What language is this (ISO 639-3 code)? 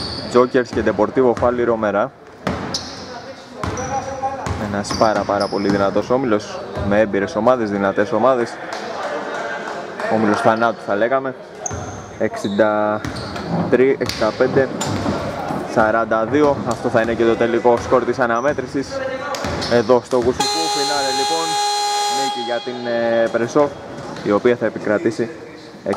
ell